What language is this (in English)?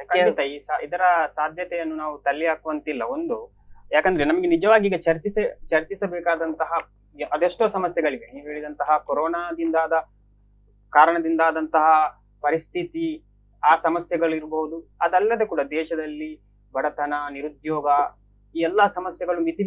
Kannada